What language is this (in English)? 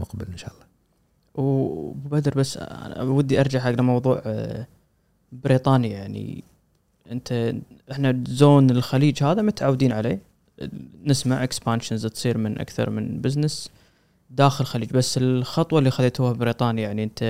Gulf Arabic